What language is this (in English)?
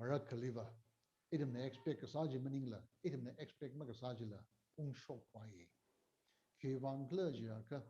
Tangkhul Naga (India)